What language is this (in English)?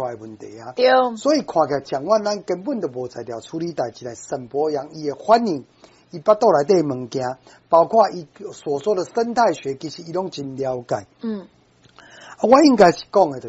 Min Nan Chinese